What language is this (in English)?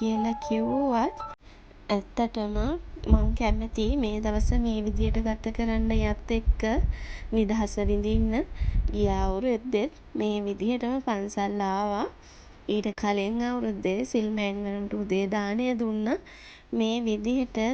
Sinhala